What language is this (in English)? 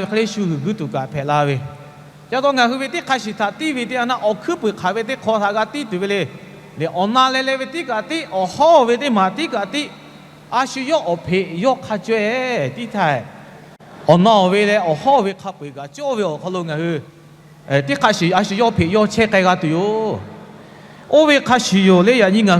Lahu